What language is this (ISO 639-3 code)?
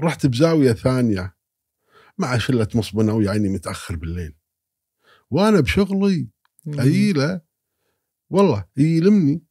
afb